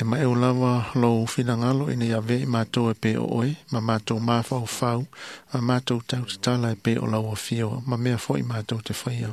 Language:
Samoan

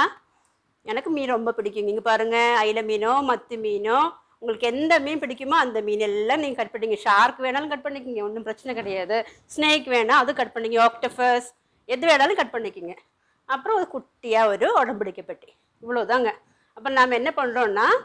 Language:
Tamil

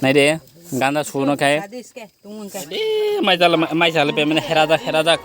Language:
Kok Borok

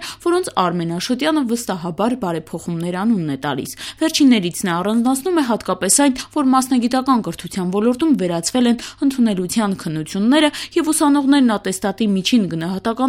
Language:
Armenian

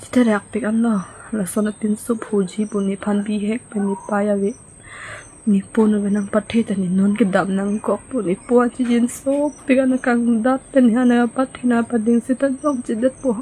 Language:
Karbi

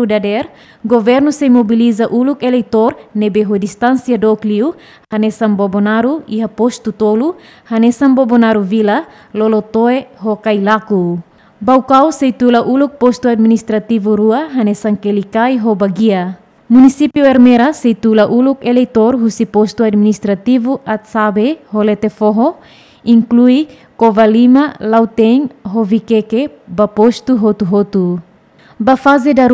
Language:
Tetum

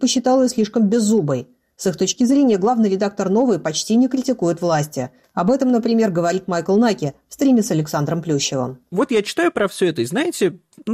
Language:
Russian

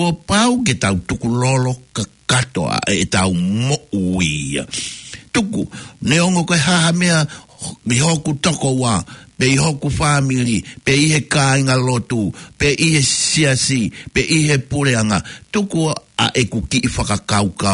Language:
Tongan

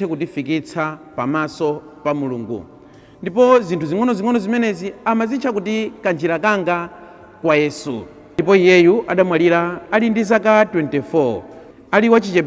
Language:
Nyanja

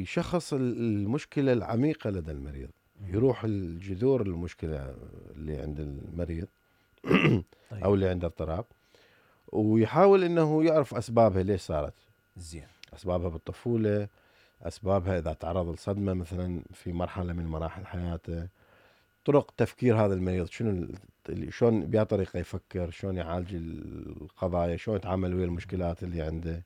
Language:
Mesopotamian Arabic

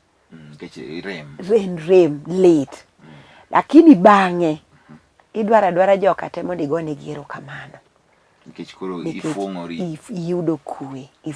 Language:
Luo (Kenya and Tanzania)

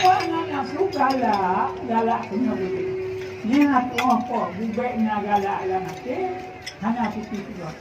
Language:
Achinese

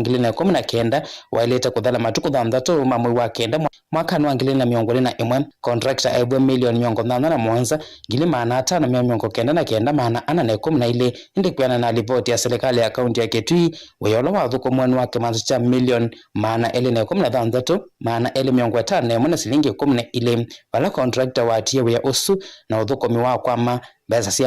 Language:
Kamba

